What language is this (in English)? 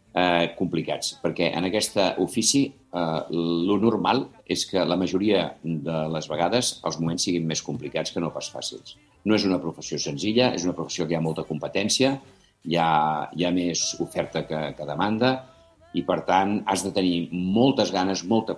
Catalan